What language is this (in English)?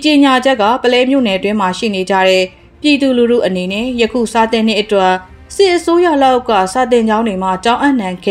Burmese